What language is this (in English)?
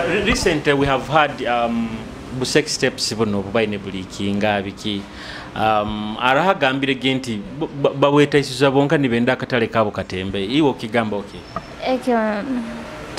Nyoro